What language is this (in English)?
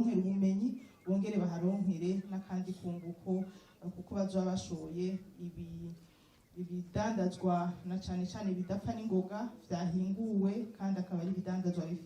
Rundi